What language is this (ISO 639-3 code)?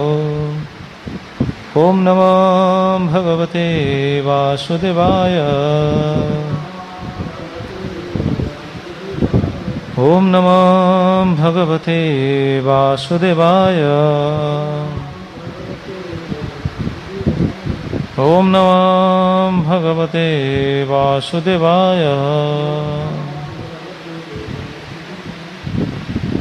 ori